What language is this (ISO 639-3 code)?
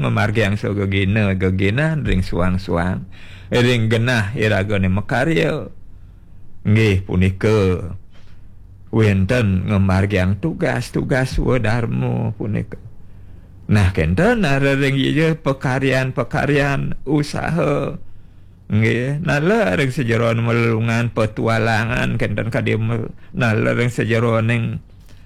ban